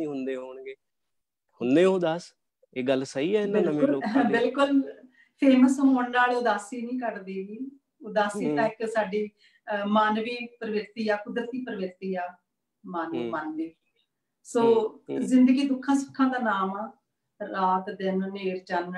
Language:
Punjabi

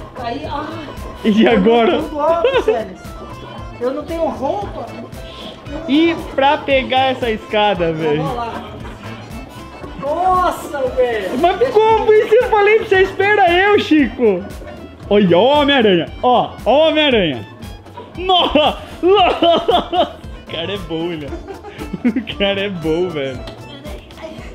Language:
Portuguese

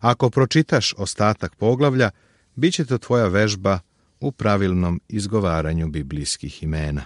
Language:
Serbian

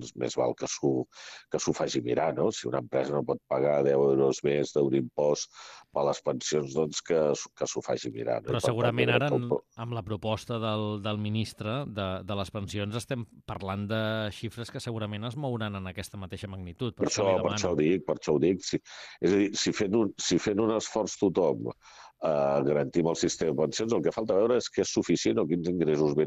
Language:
Catalan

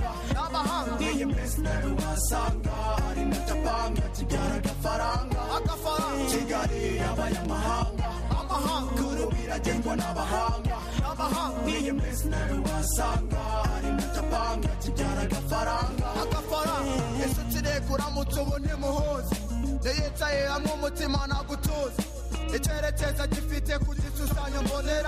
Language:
Kinyarwanda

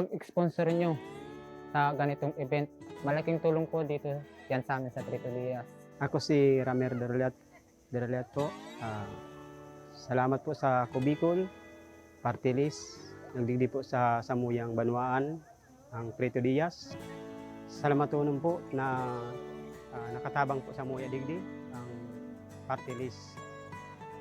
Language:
Bikol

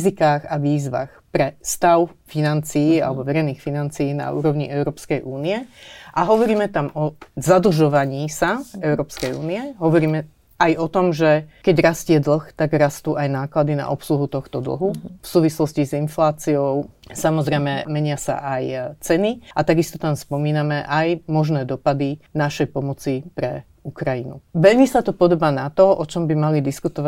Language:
Slovak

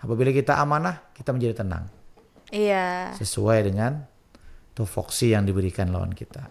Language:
Banjar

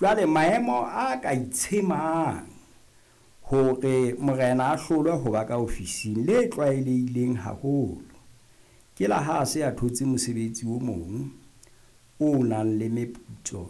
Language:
Southern Sotho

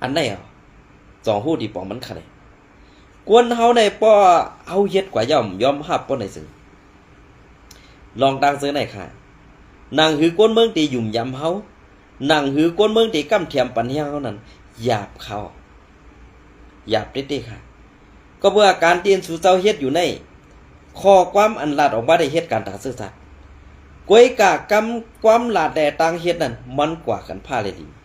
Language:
Shan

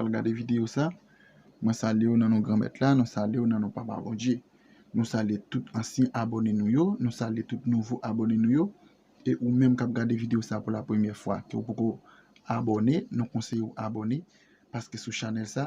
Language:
Haitian Creole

